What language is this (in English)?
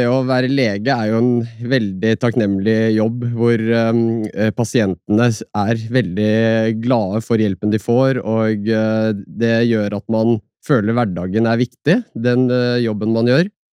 Norwegian